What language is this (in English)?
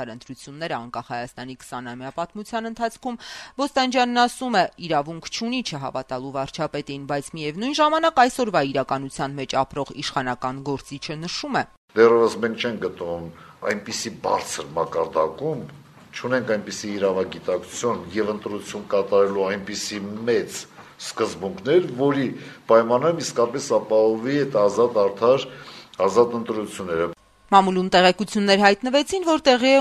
Armenian